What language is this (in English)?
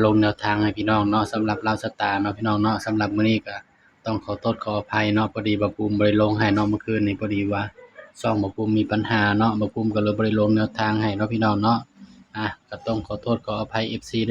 Northeastern Thai